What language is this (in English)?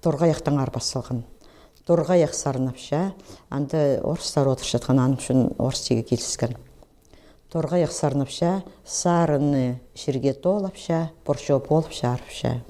Khakas